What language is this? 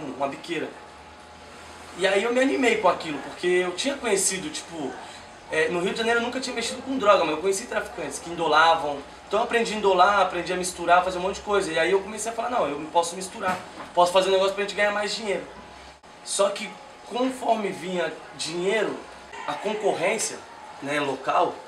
Portuguese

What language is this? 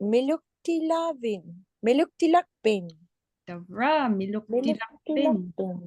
Inupiaq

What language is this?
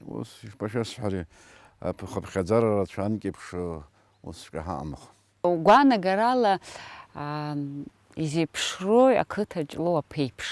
Abkhazian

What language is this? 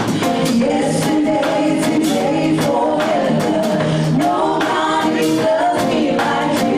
Samoan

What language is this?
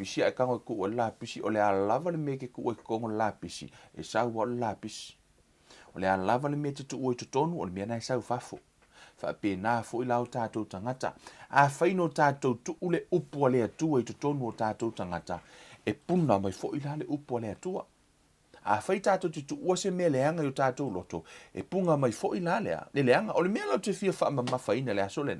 Samoan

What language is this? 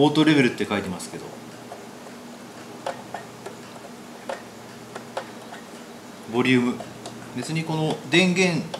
Japanese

